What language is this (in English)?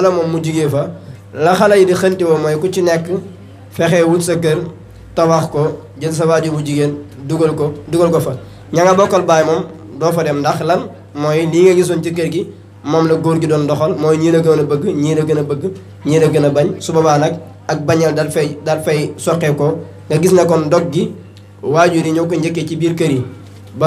Wolof